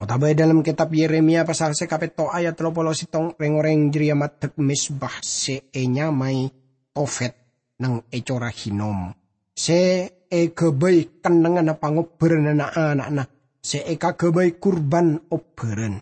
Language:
Madurese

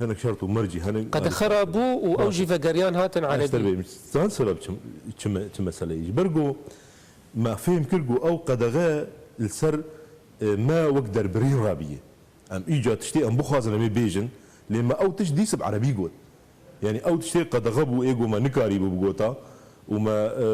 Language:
Kurdish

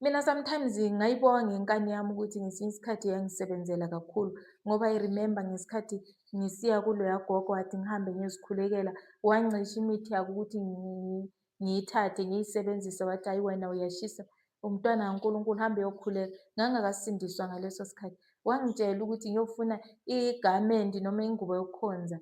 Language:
Zulu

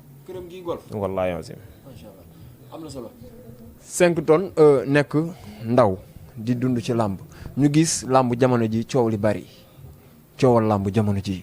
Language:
Wolof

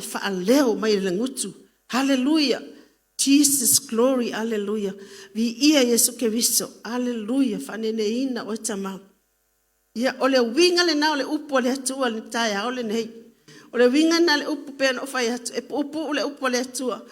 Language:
Samoan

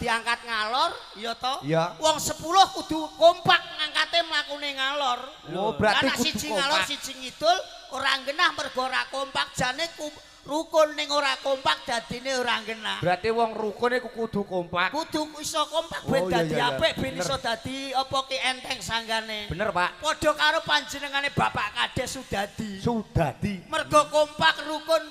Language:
Javanese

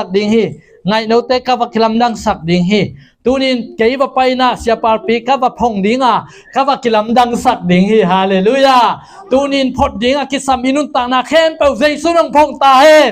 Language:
Tedim Chin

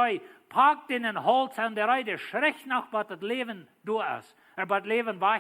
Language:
Plautdietsch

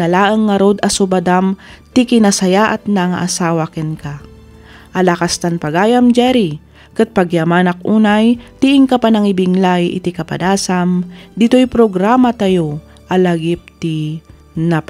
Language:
Iloko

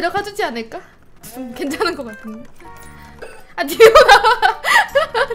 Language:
Korean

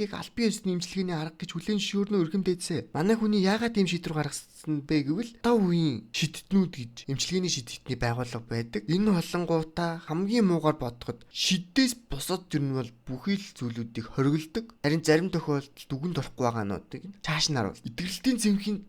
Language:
Mongolian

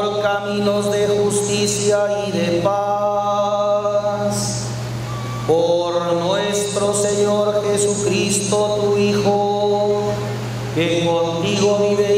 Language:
Spanish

